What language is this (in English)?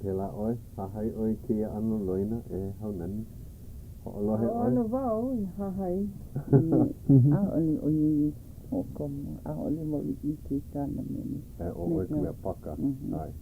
Hawaiian